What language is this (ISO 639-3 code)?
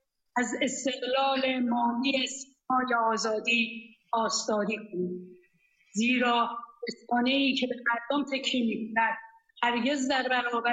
fas